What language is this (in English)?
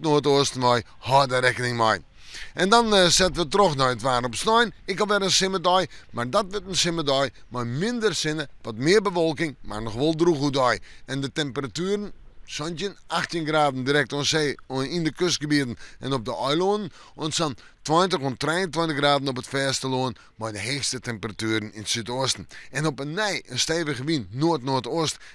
Western Frisian